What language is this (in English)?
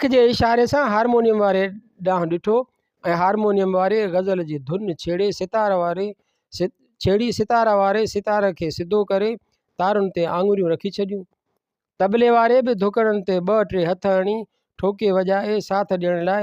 Sindhi